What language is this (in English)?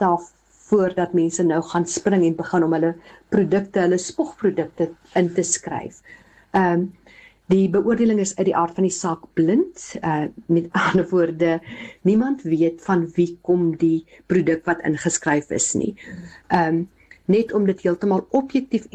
Afrikaans